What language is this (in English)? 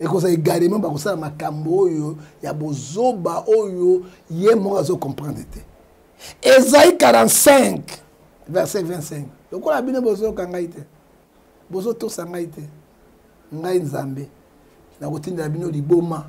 Lingala